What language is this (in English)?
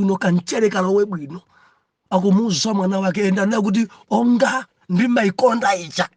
Nyanja